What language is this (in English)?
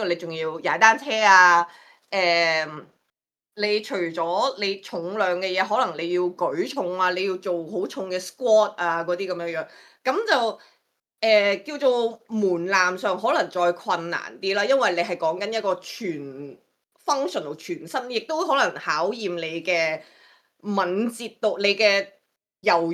Cantonese